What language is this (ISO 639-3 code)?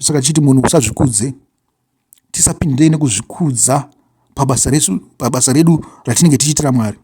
sna